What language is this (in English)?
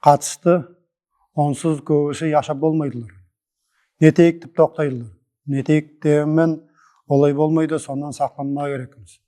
Nogai